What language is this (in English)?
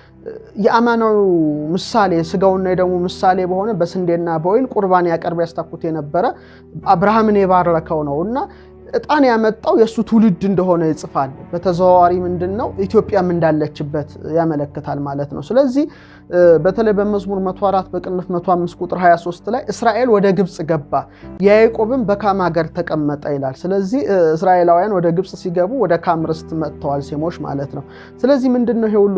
Amharic